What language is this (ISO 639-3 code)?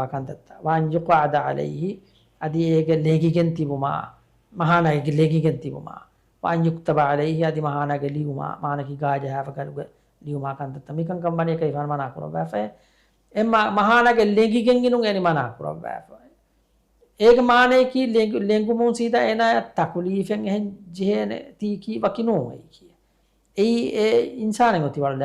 div